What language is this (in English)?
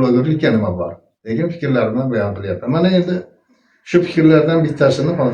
Uzbek